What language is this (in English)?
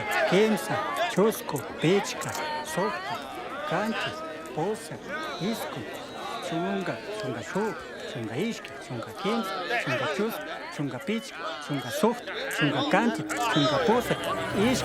Chimborazo Highland Quichua